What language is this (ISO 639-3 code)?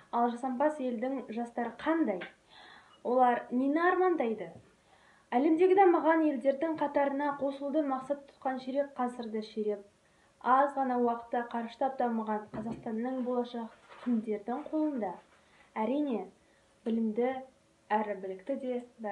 kaz